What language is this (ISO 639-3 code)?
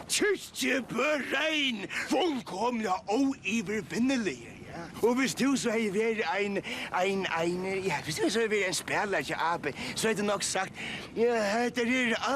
fao